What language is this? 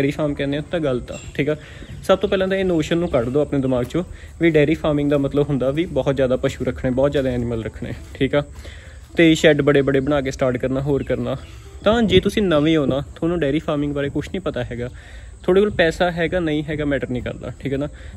Punjabi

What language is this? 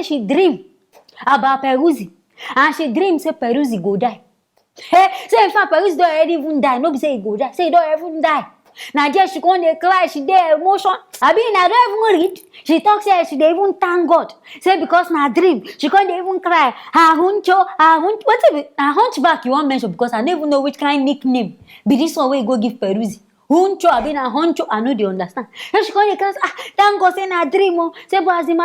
Nigerian Pidgin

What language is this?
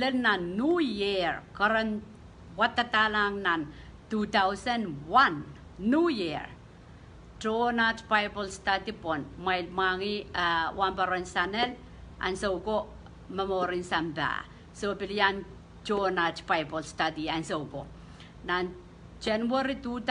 Pohnpeian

